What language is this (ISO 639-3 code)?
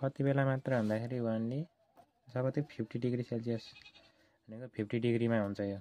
nep